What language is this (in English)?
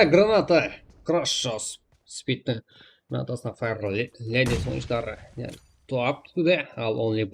Kara-Kalpak